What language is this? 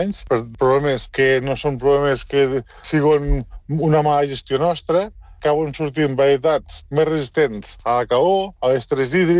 Catalan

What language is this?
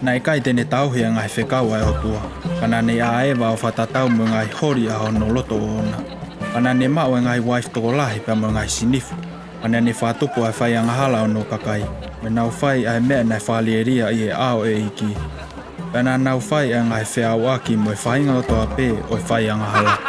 Tongan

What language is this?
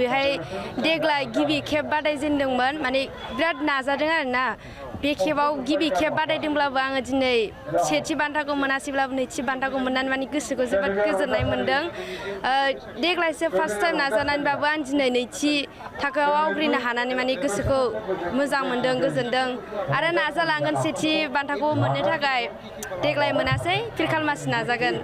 Bodo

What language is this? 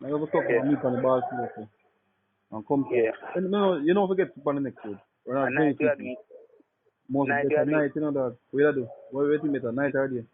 Jamaican Creole English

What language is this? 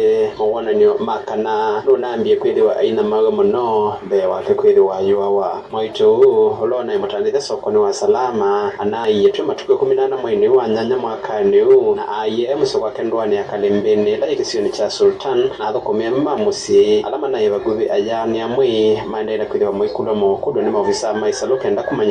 Kamba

